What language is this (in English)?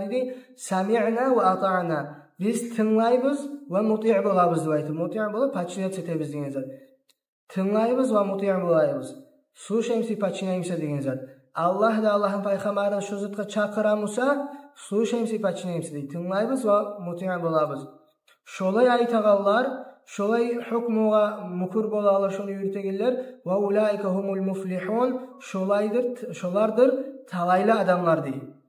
Kumyk